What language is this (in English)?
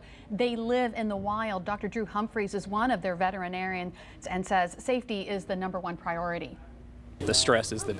English